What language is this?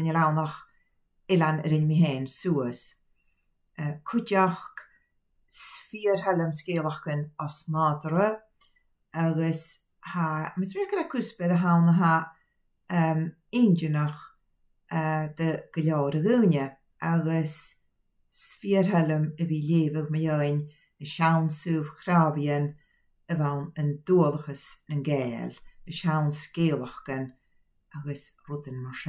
Scottish Gaelic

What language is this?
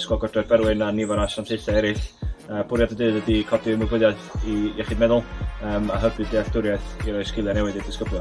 Welsh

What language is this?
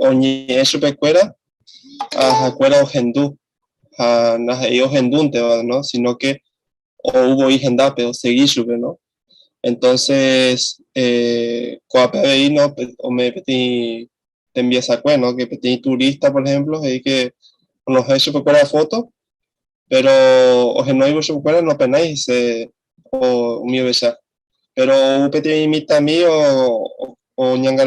Guarani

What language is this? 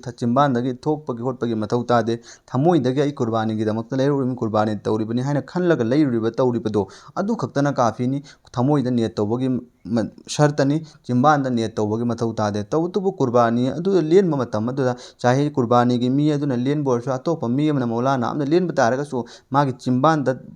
Manipuri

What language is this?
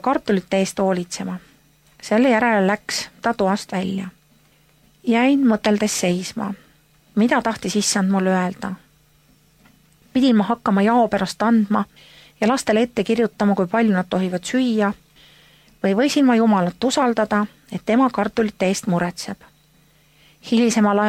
Estonian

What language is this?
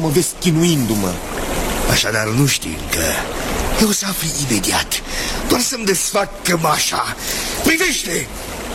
Romanian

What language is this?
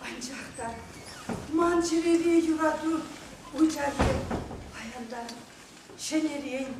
Chuvash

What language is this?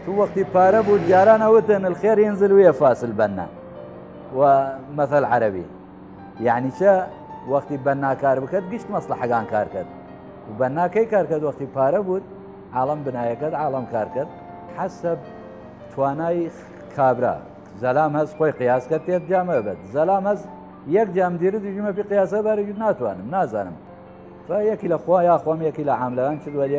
Southern Kurdish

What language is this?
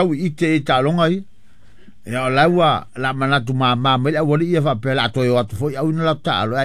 Samoan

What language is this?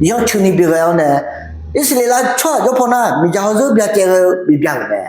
Akha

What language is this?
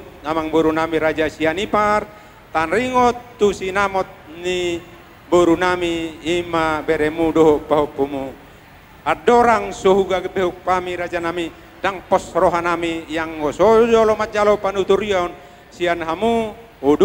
Batak Toba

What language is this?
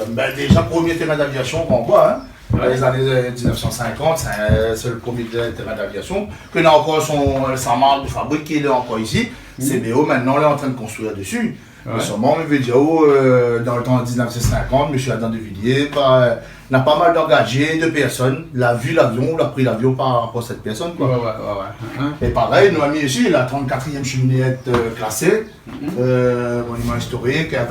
Réunion Creole French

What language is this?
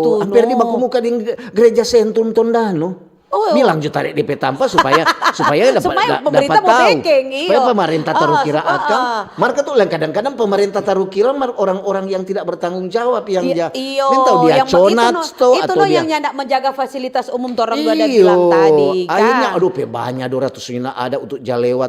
Manado Malay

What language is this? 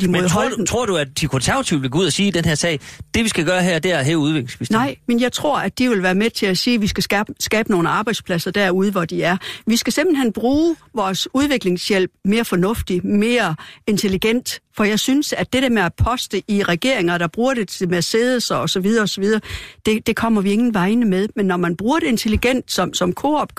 Danish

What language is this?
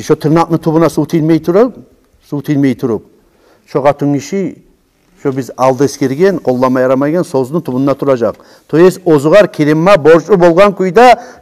Kumyk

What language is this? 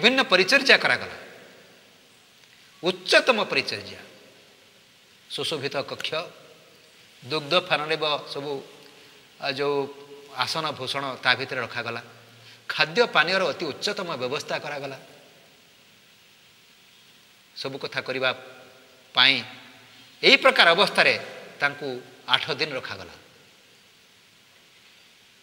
Odia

